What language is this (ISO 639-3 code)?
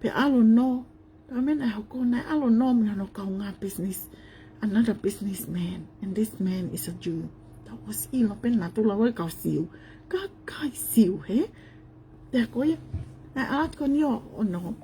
ton